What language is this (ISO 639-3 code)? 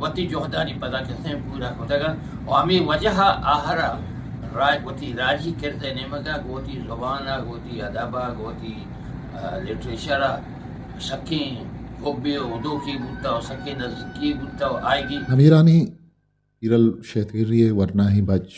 bgp